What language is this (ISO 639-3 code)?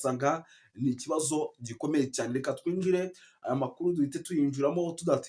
kin